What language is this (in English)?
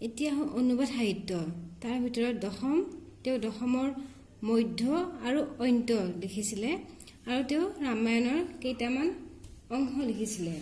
Assamese